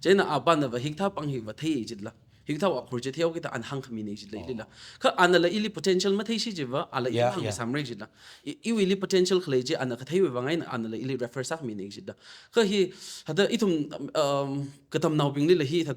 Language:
Tangkhul Naga (India)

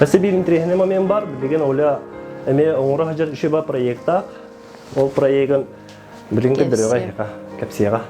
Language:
Yakut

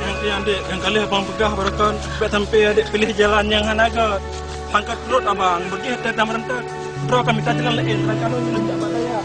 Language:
Achinese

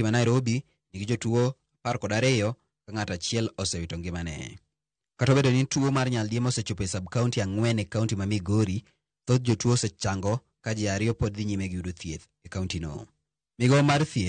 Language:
Luo (Kenya and Tanzania)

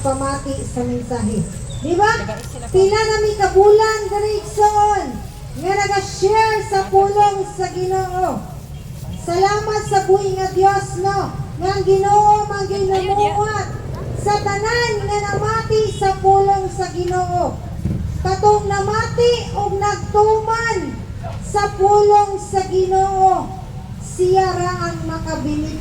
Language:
Cebuano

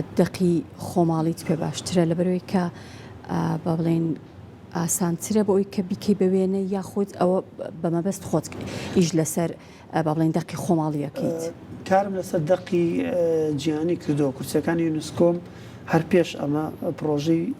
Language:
Central Kurdish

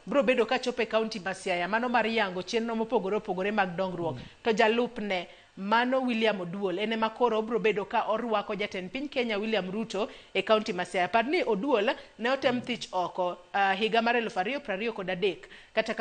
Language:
Luo (Kenya and Tanzania)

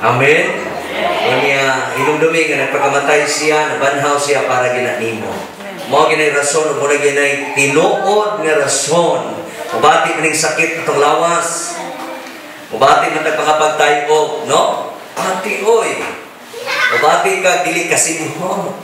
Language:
Cebuano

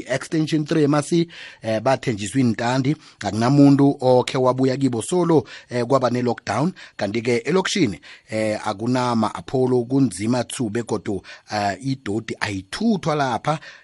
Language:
South Ndebele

